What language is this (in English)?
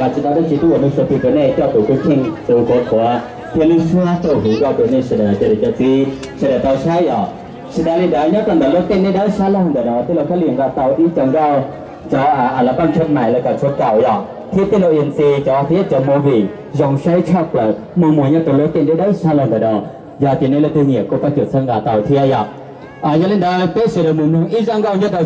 Hmong